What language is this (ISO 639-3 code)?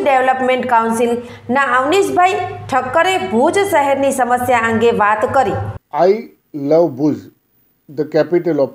guj